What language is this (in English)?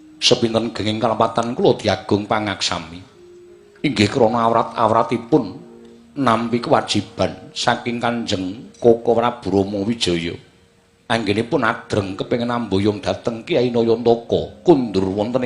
Javanese